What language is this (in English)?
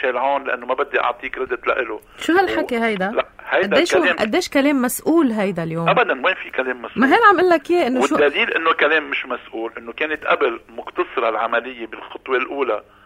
North Levantine Arabic